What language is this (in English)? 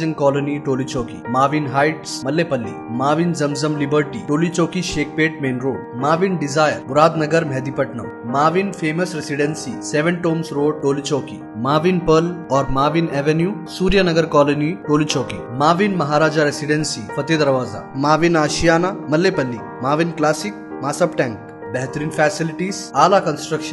Urdu